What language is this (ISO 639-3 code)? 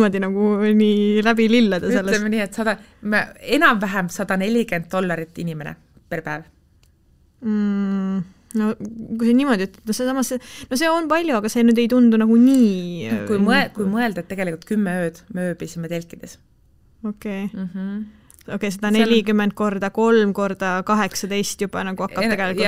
est